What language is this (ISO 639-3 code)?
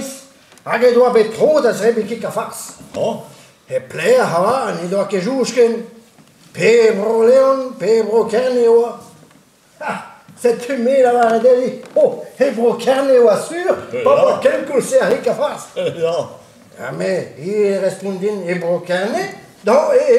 bre